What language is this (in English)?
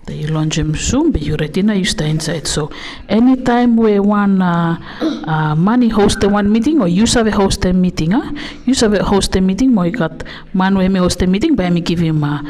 Bislama